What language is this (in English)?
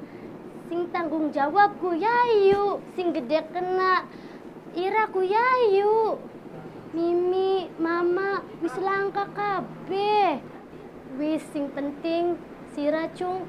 Javanese